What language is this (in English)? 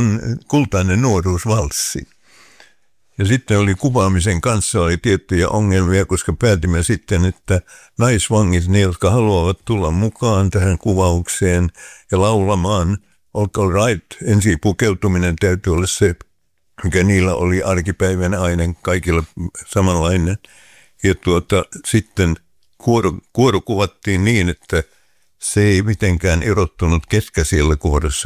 Finnish